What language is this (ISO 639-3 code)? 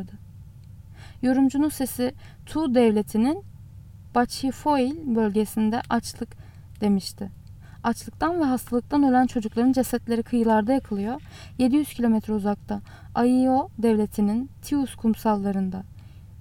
tur